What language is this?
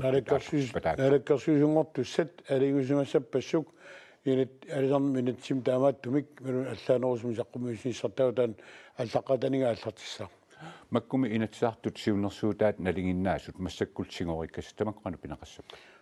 Kalaallisut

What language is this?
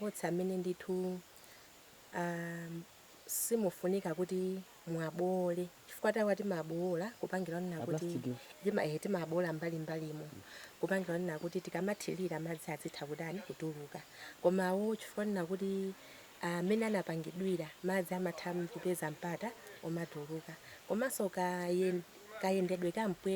Nyanja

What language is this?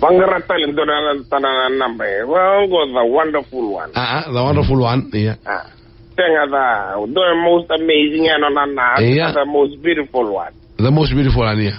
Fijian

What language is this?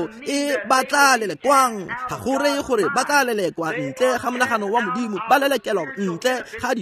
Tswana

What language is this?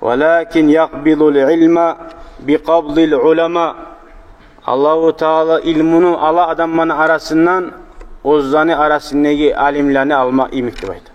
Kumyk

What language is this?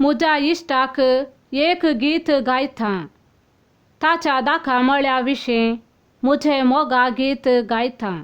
Konkani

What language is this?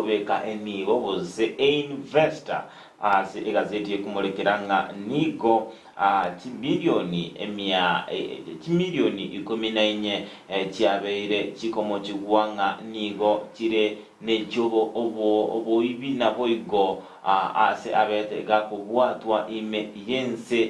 Gusii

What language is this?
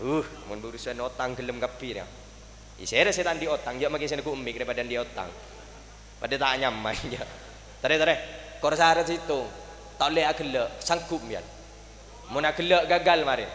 Madurese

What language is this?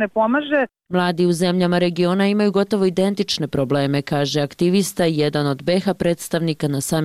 Bosnian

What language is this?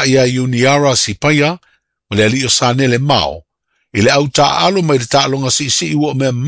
Samoan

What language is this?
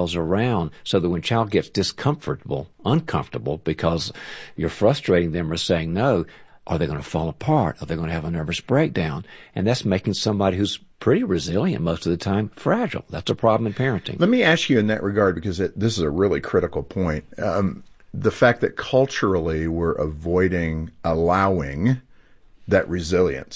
English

